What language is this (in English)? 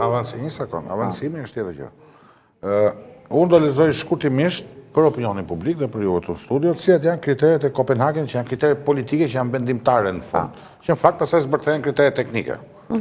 Albanian